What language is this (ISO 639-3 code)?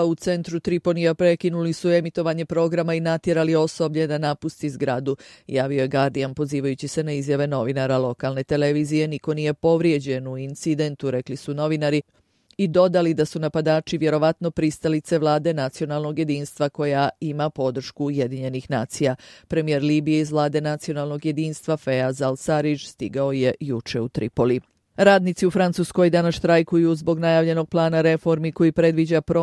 bos